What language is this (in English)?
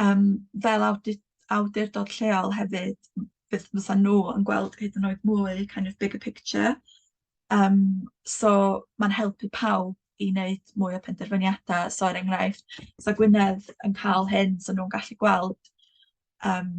Welsh